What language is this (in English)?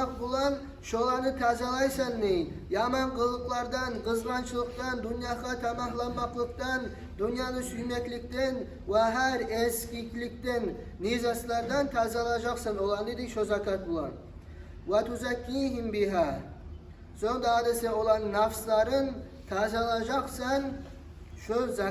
Kumyk